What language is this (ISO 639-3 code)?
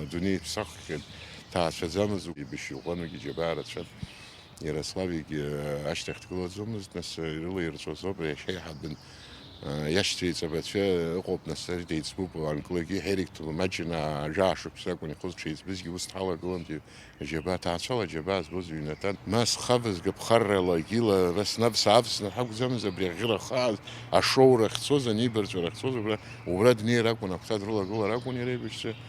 abk